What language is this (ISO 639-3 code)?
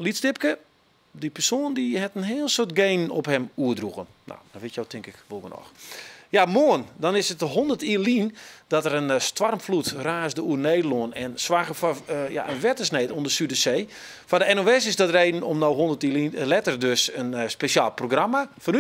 fry